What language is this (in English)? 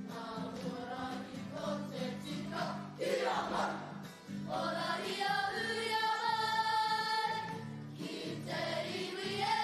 Māori